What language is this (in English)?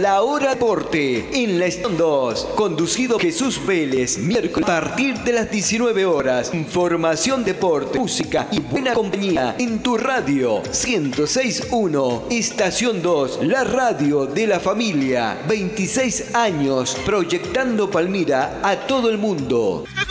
Spanish